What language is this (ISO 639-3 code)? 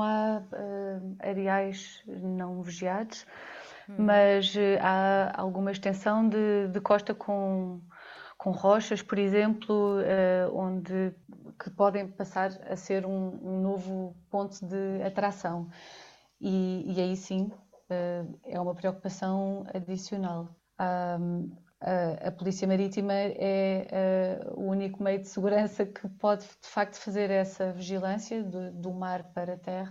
por